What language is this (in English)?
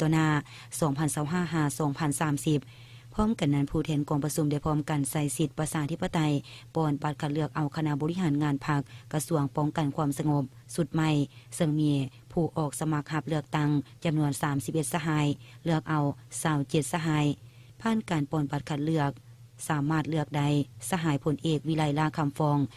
Lao